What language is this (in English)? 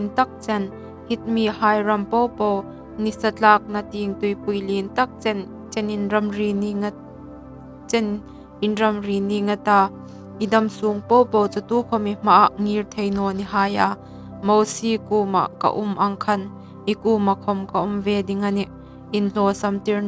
Hmar